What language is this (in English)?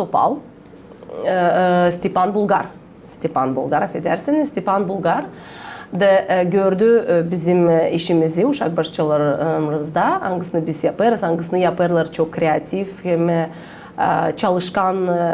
Gagauz